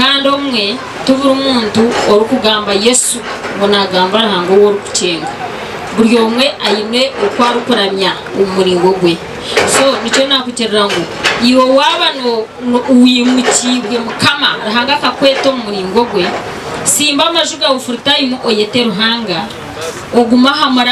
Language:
Nyankole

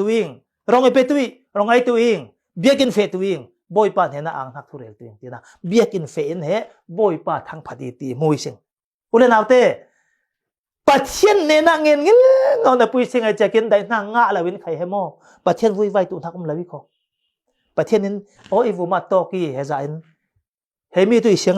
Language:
Falam Chin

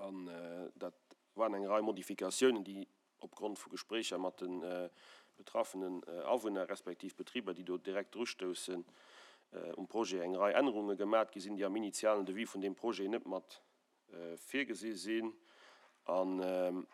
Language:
Luxembourgish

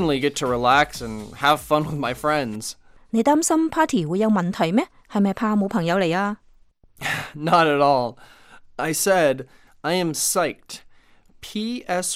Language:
Cantonese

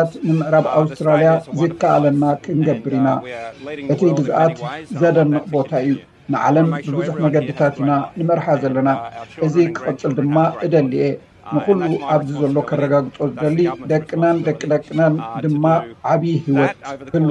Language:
Tigrinya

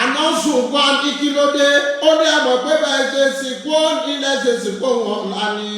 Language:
Yoruba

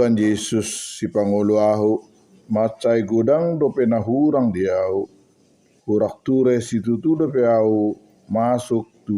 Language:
Batak Toba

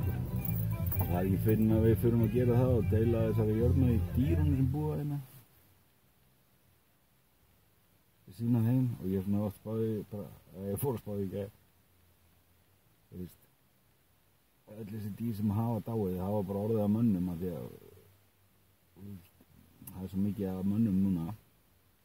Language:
Icelandic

